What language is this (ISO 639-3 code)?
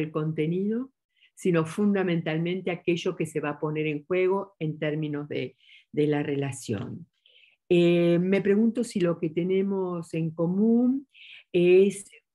spa